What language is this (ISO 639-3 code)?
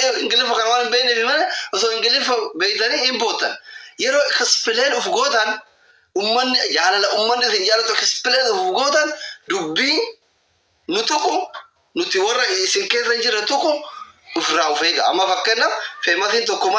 orm